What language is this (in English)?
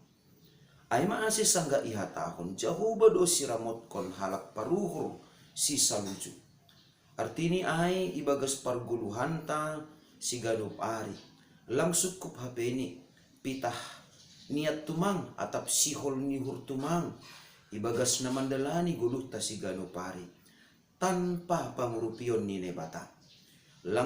Batak Simalungun